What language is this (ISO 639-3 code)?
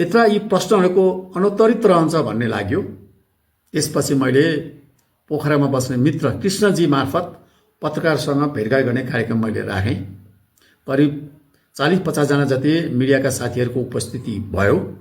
nep